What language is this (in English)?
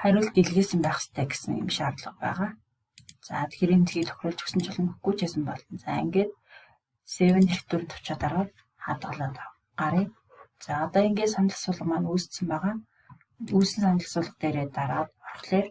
Mongolian